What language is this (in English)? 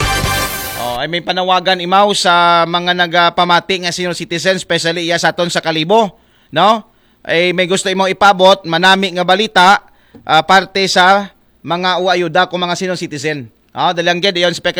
Aklanon